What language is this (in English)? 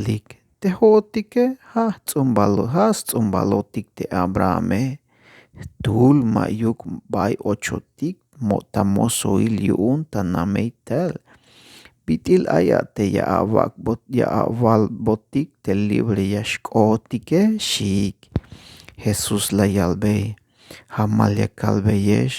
Tzeltal